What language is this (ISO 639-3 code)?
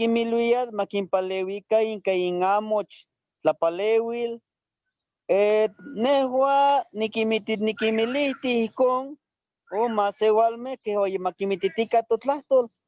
nhe